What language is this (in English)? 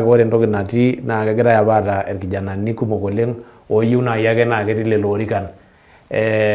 Masai